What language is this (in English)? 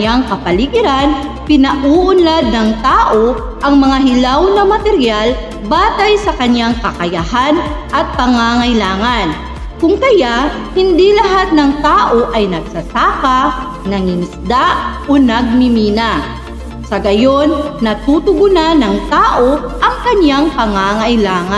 Filipino